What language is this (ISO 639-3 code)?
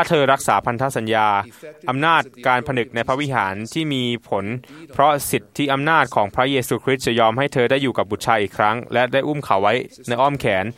tha